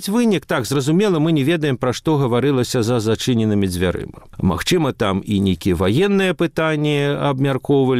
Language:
Belarusian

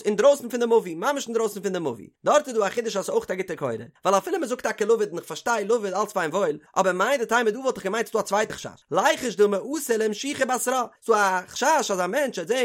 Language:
Yiddish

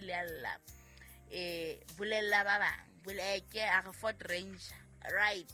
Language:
Southern Sotho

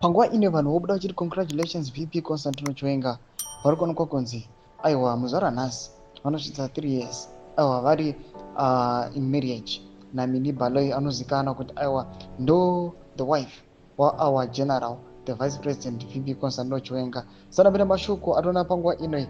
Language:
Shona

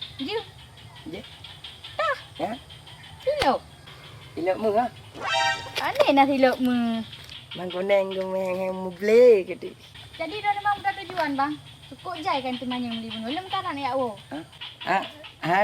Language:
Achinese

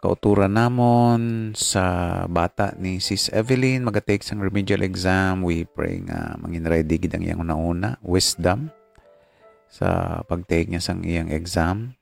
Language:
Hiligaynon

